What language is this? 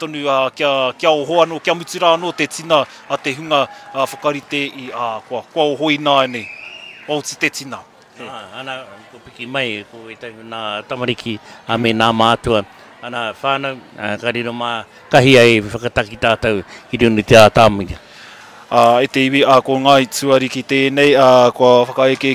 Māori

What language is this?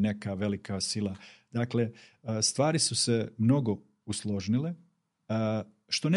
Bosnian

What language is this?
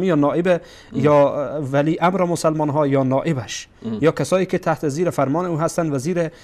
Persian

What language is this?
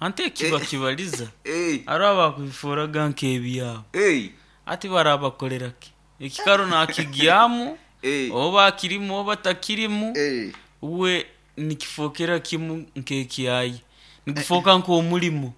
Nyoro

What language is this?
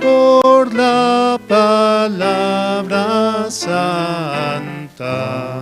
Aymara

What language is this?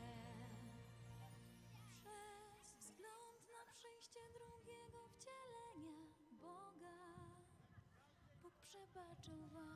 Polish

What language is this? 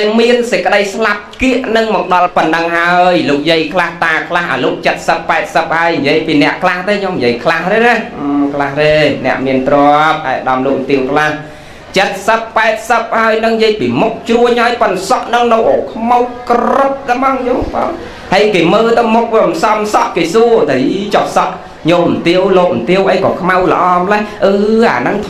Khmer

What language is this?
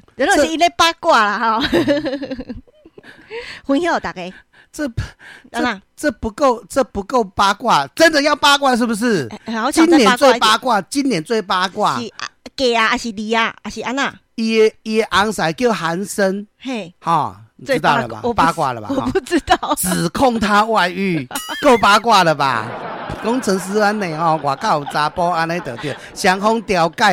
Min Nan Chinese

